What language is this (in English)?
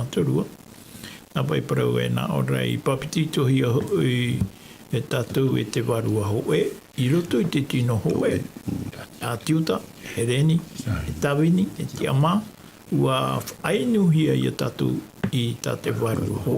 Tahitian